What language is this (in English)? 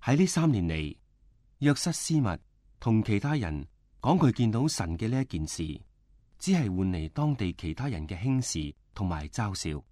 Cantonese